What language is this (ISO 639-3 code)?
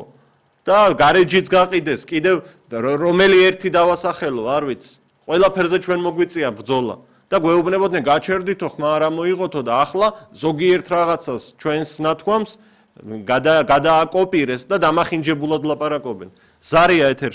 kat